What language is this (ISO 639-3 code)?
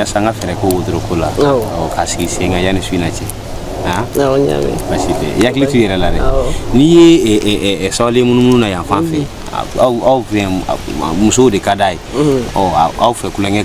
bam